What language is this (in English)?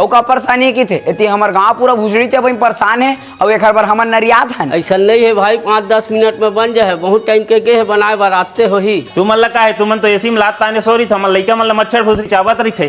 Chhattisgarhi